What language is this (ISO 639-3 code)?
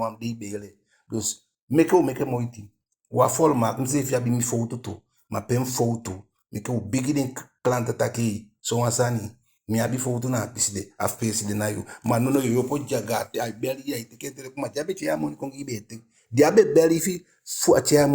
djk